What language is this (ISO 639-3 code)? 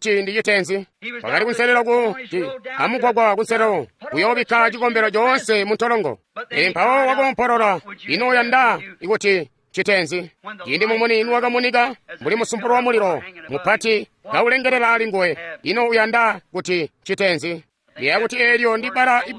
toi